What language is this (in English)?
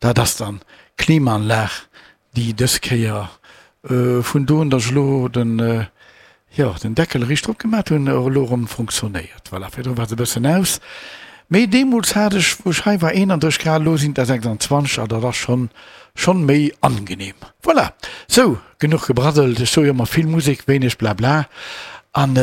Luxembourgish